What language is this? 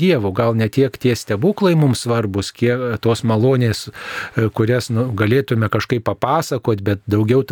Lithuanian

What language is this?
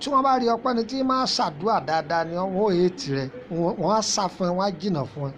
Yoruba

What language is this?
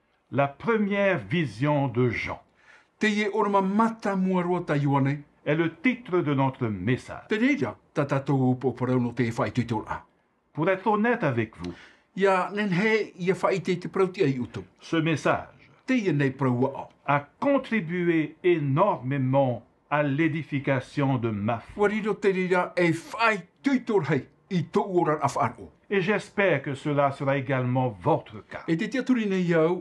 Tahitian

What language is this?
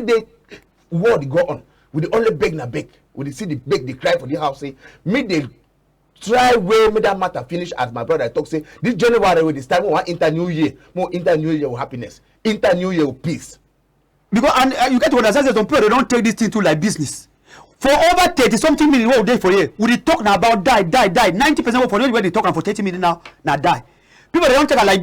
Cameroon Pidgin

